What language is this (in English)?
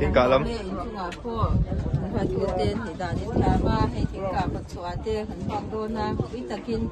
Mizo